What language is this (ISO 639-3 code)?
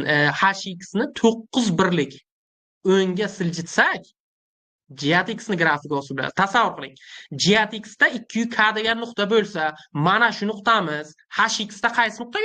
uzb